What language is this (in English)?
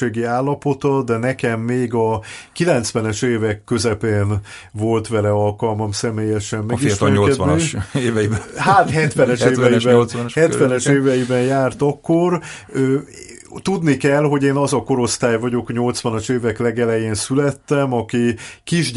Hungarian